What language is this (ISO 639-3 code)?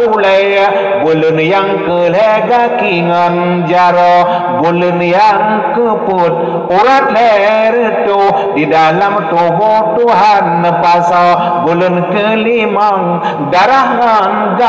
ace